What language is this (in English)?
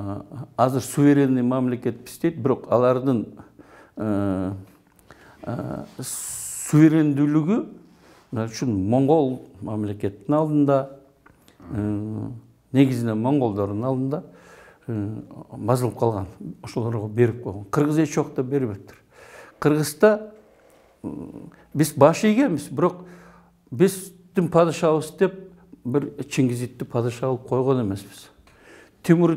Kyrgyz